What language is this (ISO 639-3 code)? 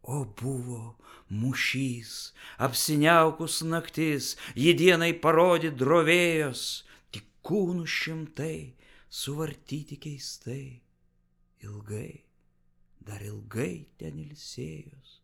lit